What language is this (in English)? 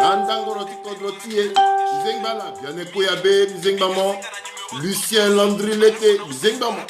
Sango